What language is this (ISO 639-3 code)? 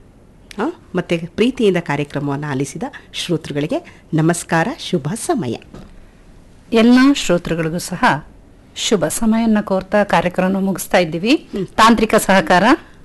kan